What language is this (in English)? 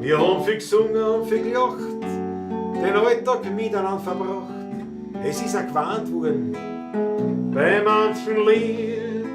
Bavarian